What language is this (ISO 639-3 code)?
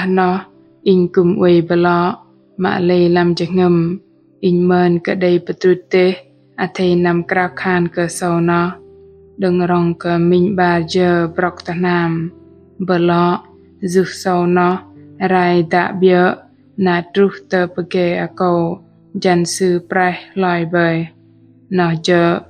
bdq